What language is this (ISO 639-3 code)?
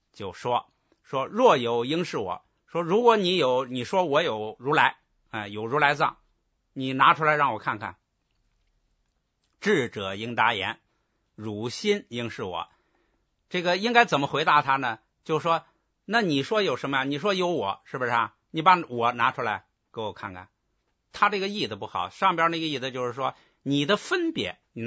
zho